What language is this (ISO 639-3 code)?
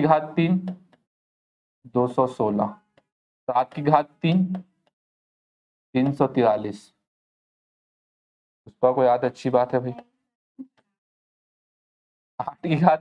hin